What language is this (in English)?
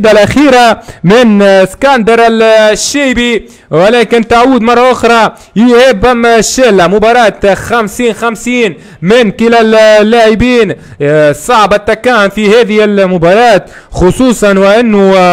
Arabic